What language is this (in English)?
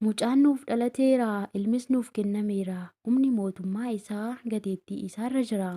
Oromo